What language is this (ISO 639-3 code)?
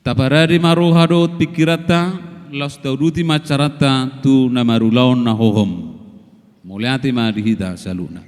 bbc